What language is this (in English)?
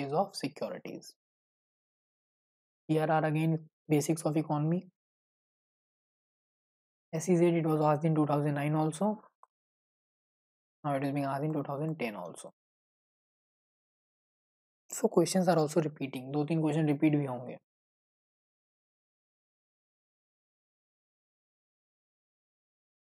Hindi